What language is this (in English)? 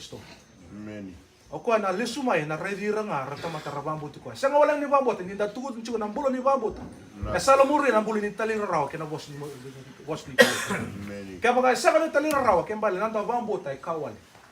Fijian